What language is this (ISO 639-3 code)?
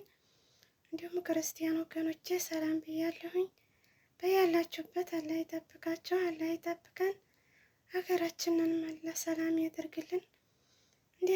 amh